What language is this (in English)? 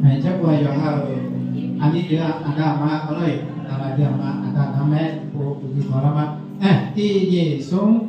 Akha